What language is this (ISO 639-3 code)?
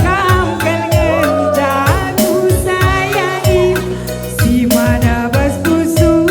btx